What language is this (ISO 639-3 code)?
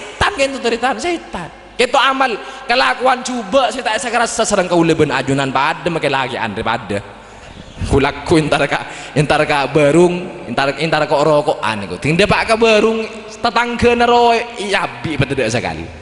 mad